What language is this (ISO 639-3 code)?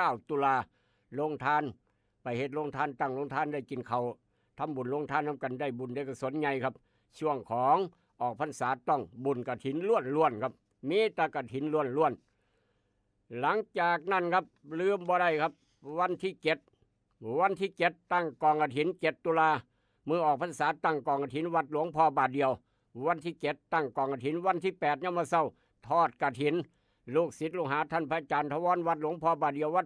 tts